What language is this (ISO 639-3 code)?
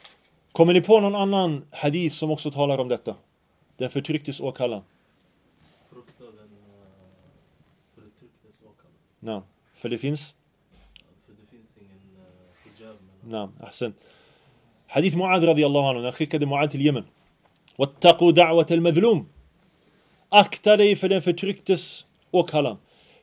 swe